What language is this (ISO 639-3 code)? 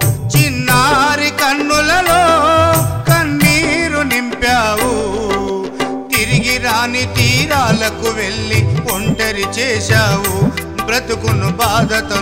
tel